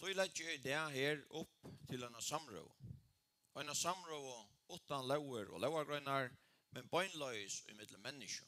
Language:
Faroese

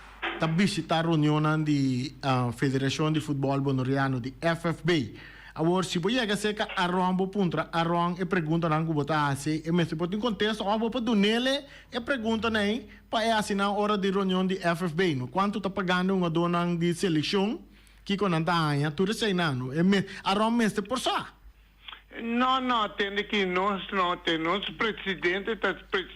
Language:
Papiamento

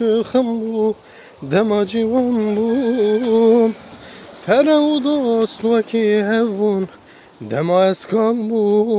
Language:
Kurdish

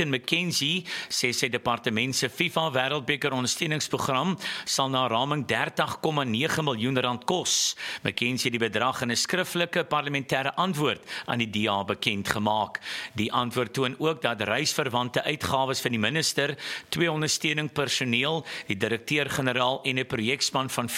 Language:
Afrikaans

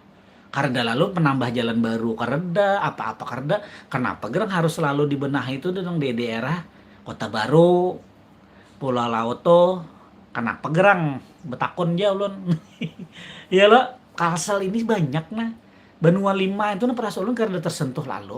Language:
Banjar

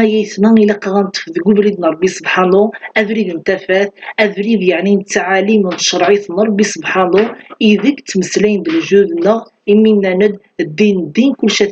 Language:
Kabyle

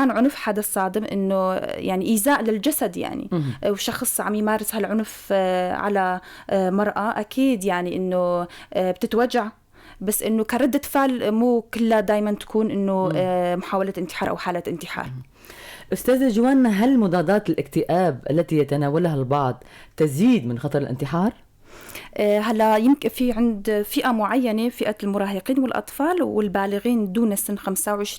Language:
North Levantine Arabic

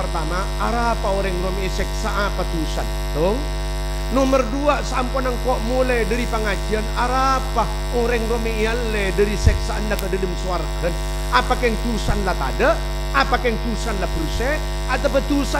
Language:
Madurese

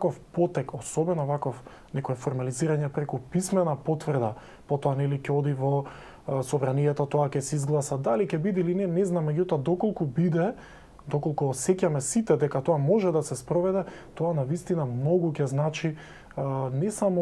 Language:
Macedonian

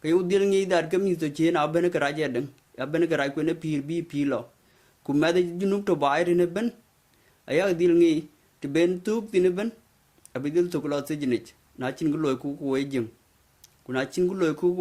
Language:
Dinka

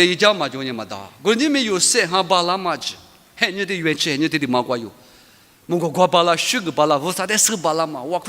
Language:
Lisu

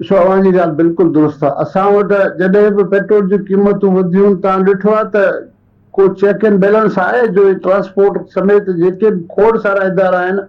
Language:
Sindhi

